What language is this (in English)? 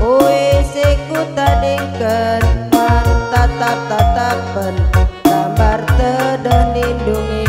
Batak Karo